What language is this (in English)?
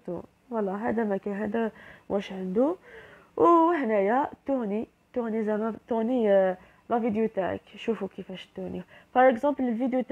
Algerian Arabic